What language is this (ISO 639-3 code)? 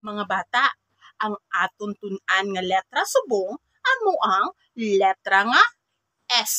hil